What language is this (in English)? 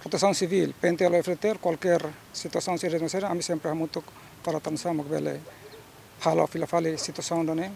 Tetum